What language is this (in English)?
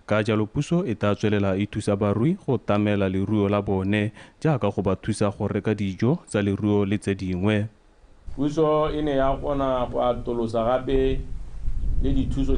Tswana